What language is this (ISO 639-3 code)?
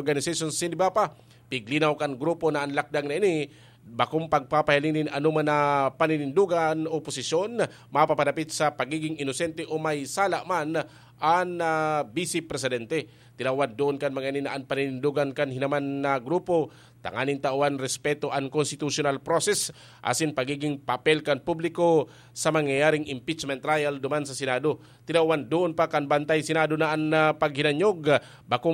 bik